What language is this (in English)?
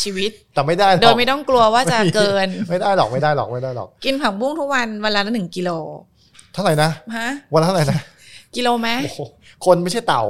Thai